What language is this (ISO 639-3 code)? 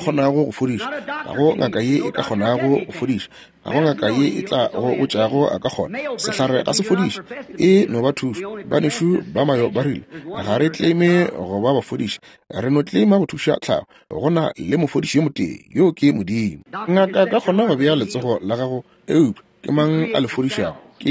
nso